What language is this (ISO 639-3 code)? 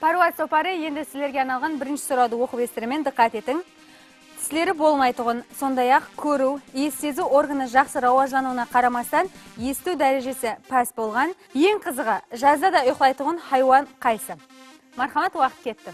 kaa